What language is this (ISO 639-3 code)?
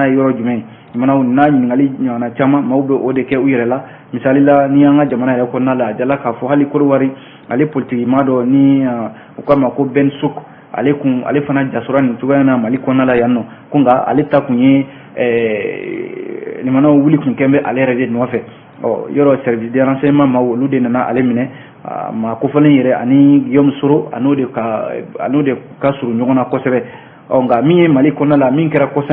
bam